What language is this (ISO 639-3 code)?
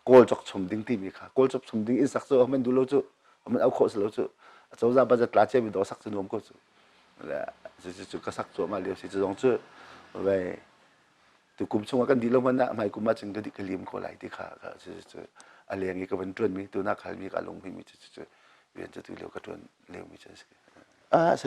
cnh